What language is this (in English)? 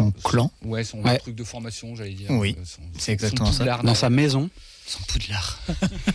French